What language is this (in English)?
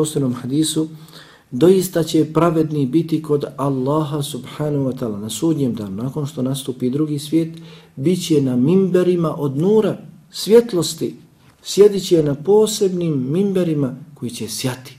Bosnian